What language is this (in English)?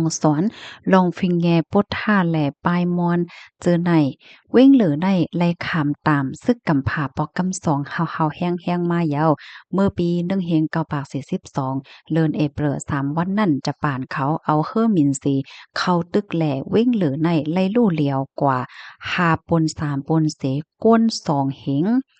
Shan